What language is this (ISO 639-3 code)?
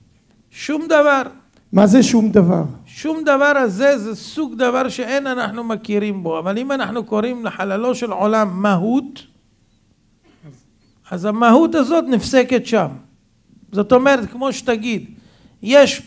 heb